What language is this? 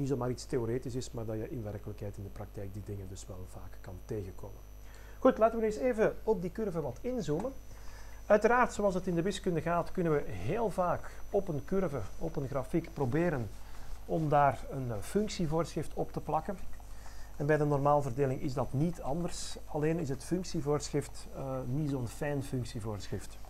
Dutch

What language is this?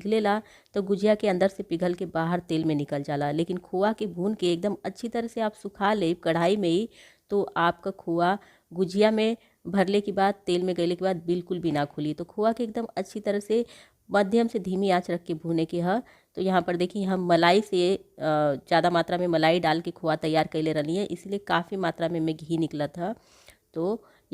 Bhojpuri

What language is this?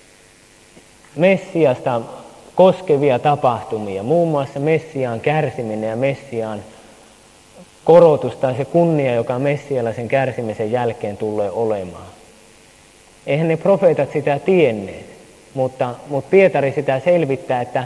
Finnish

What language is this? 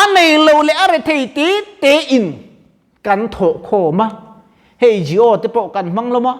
Mizo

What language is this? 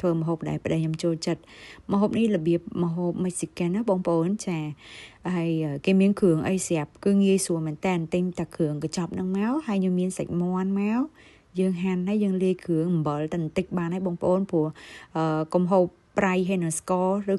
Khmer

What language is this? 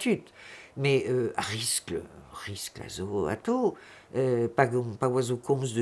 Breton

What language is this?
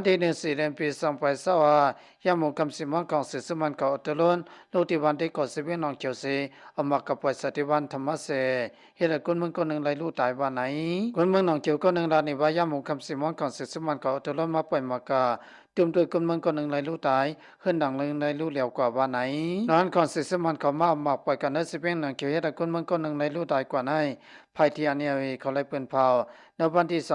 Shan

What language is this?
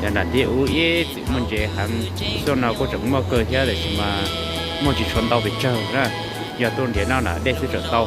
Hmong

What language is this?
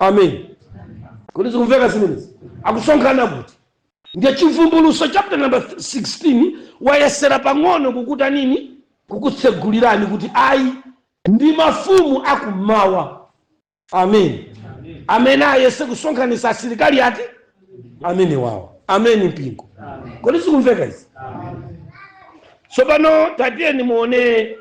Nyanja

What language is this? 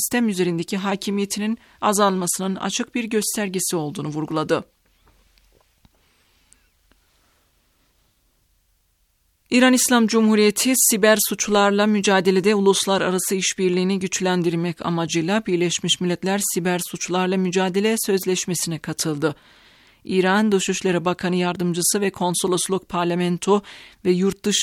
Turkish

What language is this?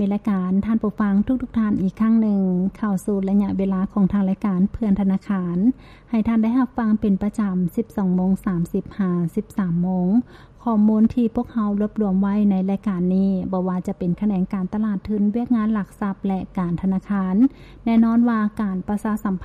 Lao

